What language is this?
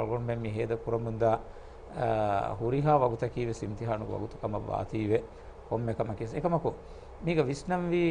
Divehi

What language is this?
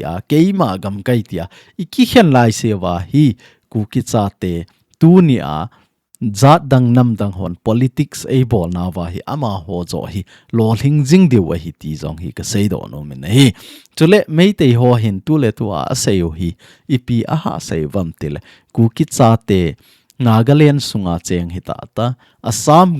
Thado Chin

